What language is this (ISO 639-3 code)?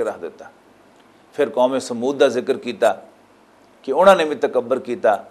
lah